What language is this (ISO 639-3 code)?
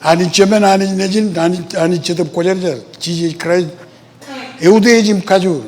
mah